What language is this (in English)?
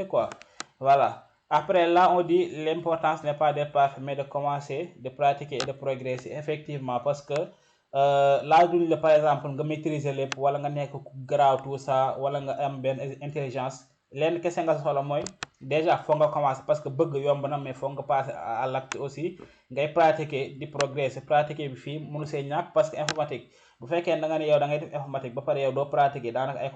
Wolof